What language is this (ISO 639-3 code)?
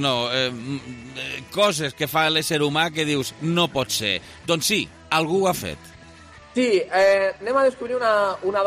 cat